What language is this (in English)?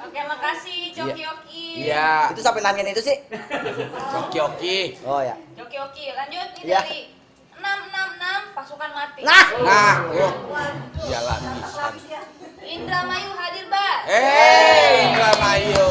Betawi